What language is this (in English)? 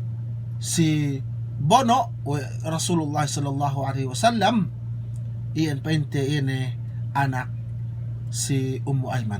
Yakan